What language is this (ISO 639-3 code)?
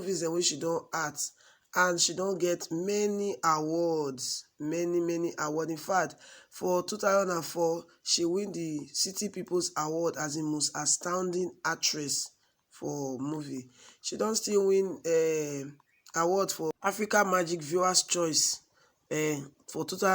pcm